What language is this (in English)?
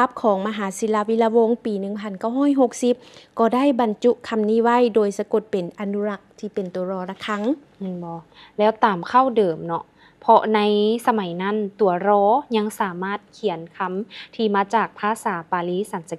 Lao